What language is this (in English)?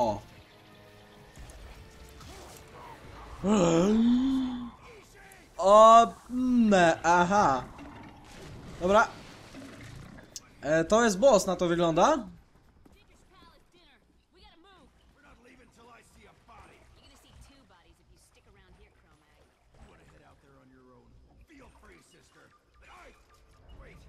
Polish